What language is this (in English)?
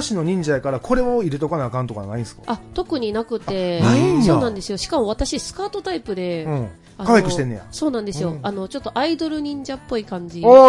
Japanese